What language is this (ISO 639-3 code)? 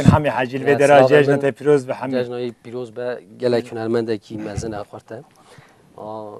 kur